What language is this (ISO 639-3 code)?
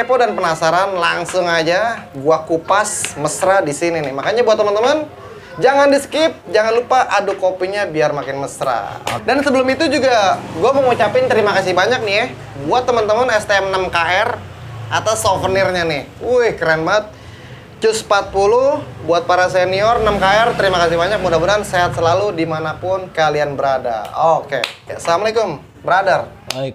ind